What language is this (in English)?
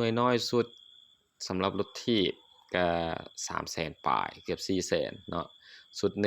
Lao